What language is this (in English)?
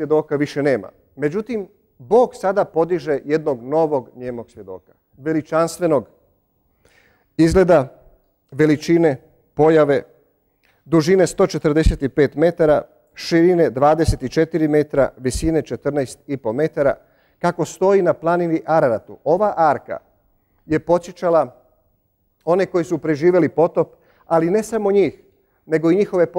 Croatian